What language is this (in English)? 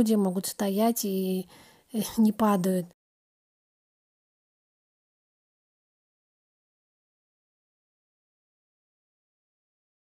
Russian